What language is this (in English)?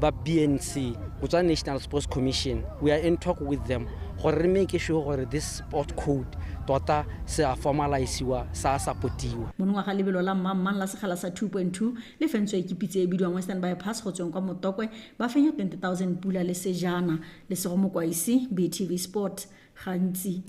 Tswana